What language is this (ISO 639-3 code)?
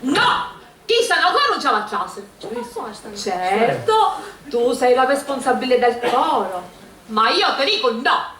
scn